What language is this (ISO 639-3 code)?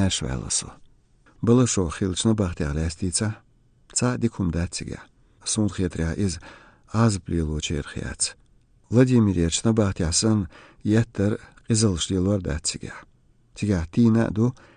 che